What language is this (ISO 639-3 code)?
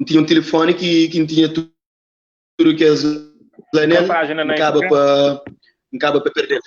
kea